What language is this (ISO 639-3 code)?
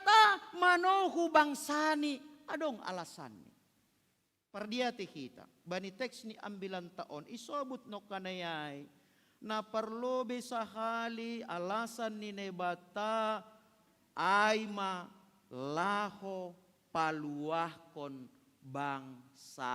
bts